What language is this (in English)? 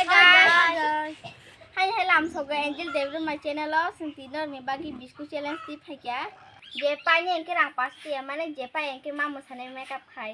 Kok Borok